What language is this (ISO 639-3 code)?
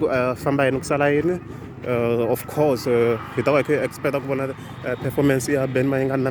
tso